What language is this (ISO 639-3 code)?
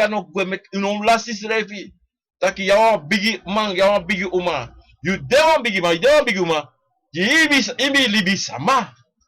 srn